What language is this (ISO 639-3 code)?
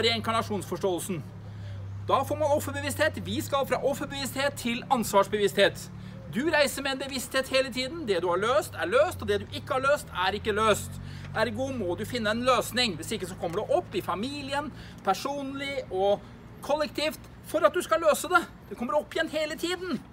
nor